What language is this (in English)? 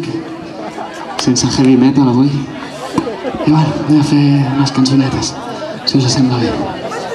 Catalan